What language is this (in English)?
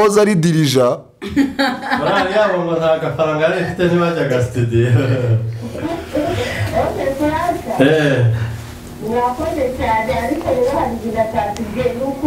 Kinyarwanda